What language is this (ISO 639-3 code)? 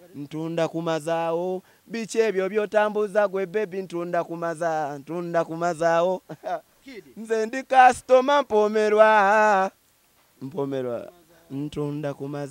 lug